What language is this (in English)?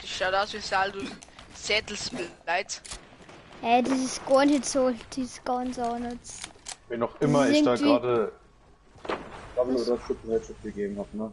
Bavarian